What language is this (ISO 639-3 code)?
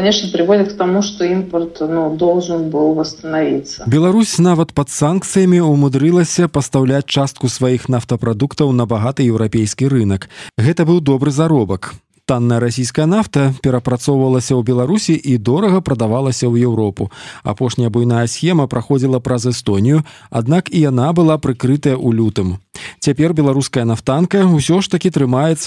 bel